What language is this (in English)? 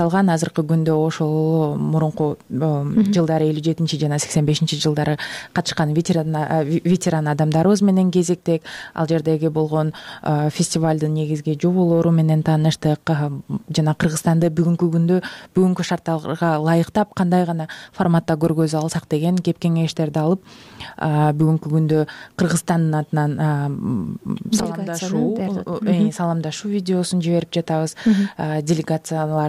Kyrgyz